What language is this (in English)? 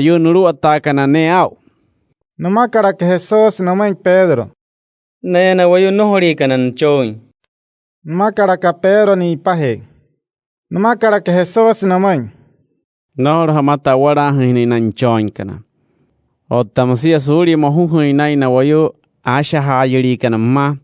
Wayuu